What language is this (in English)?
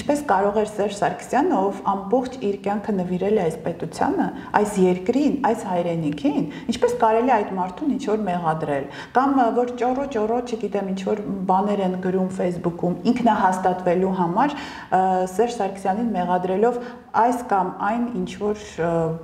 Armenian